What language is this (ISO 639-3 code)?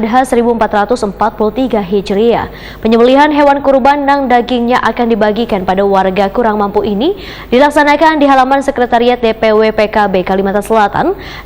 bjn